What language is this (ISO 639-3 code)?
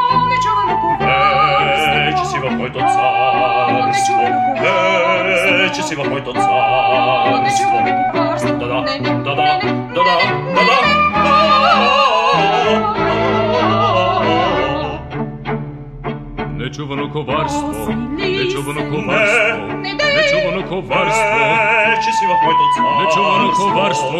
bul